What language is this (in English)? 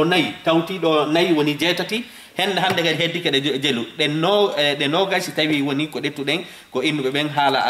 Fula